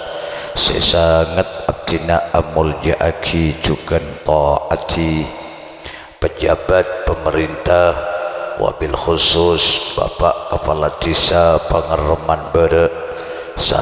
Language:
Madurese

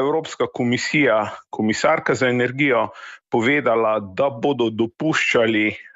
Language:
Slovenian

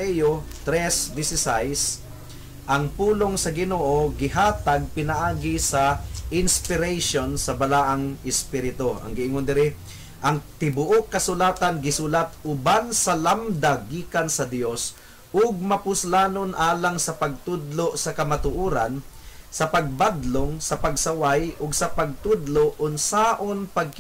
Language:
Cebuano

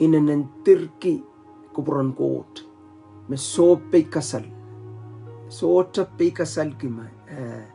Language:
Pohnpeian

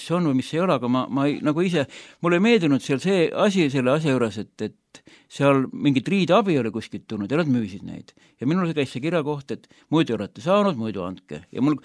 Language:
Estonian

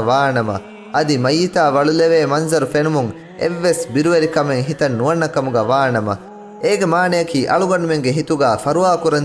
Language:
Divehi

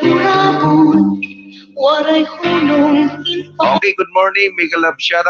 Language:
Waray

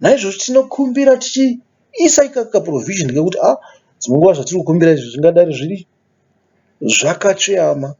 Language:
Shona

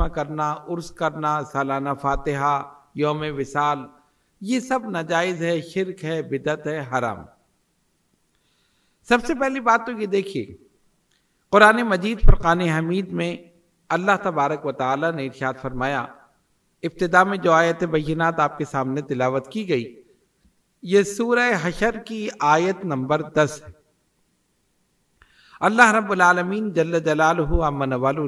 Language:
Urdu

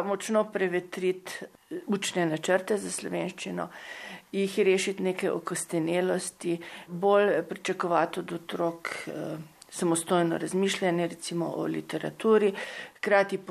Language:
Slovenian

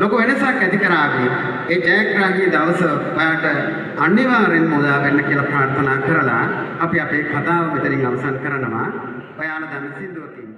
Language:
Sinhala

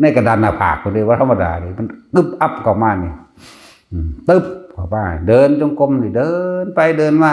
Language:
Northeastern Thai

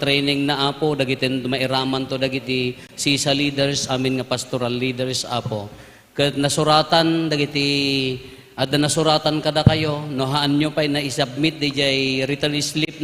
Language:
Iloko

